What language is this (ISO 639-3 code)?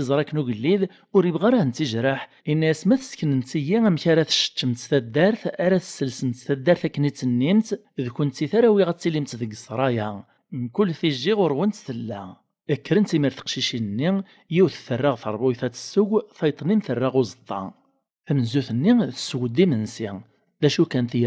kab